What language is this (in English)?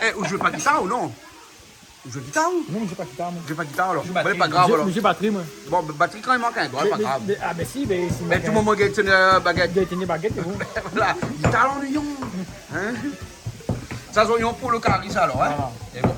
Réunion Creole French